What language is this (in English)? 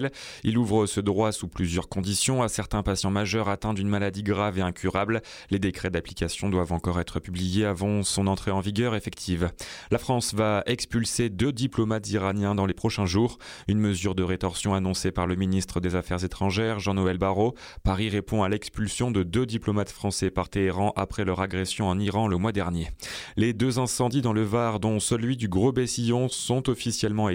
French